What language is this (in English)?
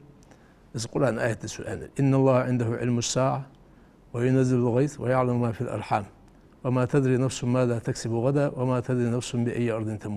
Ingush